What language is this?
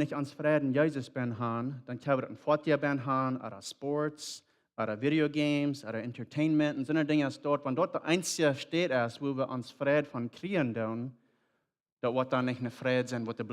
Plautdietsch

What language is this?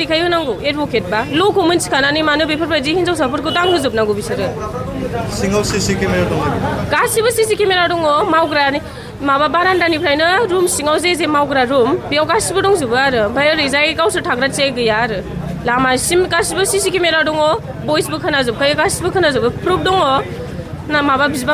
Bodo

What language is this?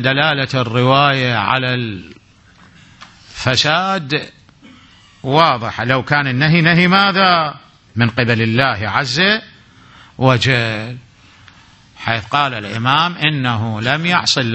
Arabic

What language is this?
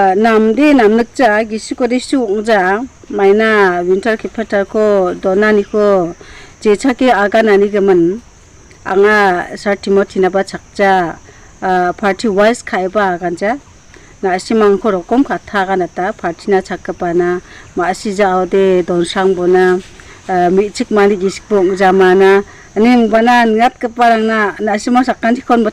Garo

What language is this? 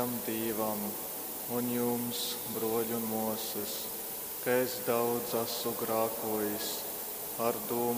Latgalian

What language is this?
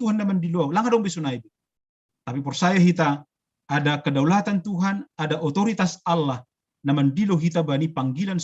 Batak Simalungun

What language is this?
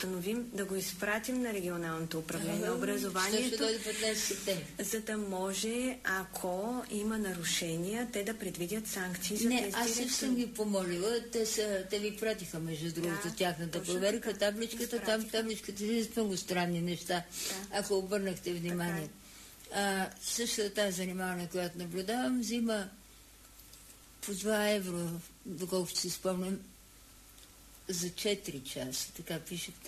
Bulgarian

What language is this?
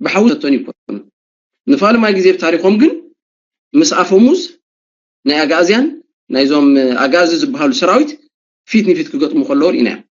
Tigrinya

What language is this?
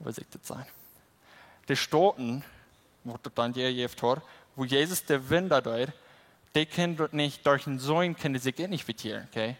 Plautdietsch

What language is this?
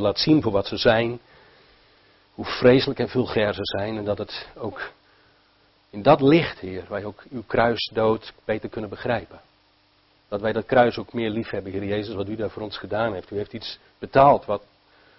Dutch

